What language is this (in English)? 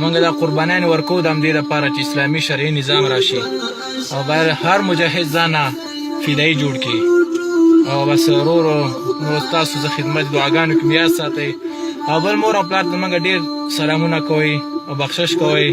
Pashto